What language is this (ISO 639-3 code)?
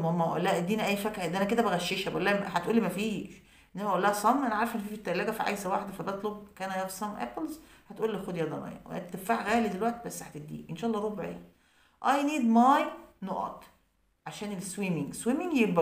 arz